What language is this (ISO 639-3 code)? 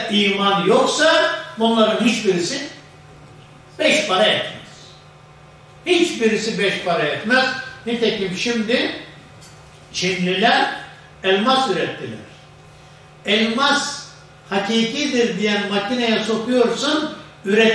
tur